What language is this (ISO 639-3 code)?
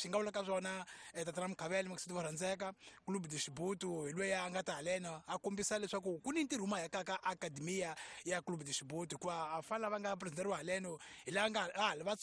tso